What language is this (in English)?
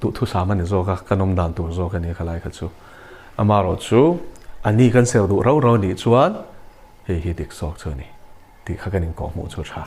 Mizo